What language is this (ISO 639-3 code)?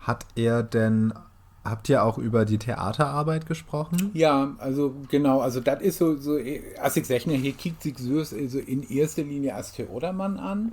nds